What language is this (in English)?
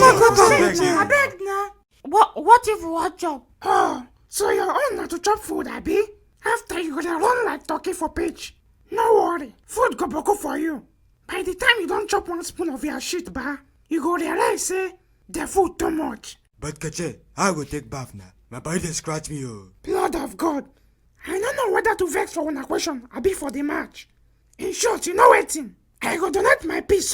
Nigerian Pidgin